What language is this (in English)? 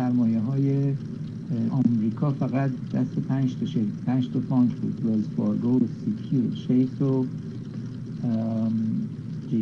Persian